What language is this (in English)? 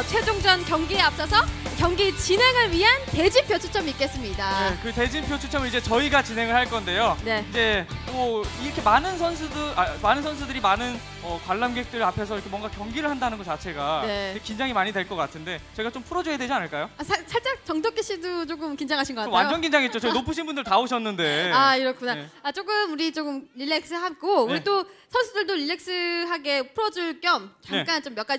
Korean